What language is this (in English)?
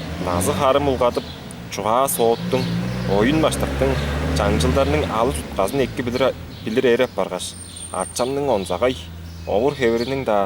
Tuvinian